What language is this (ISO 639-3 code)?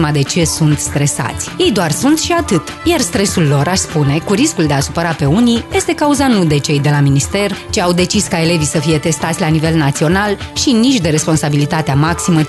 ron